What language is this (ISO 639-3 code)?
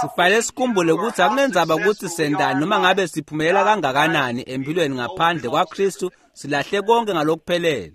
ssw